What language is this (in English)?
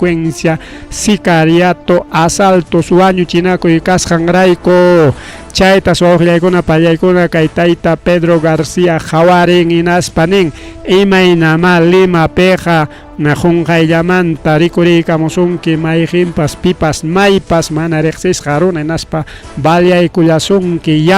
Ayacucho Quechua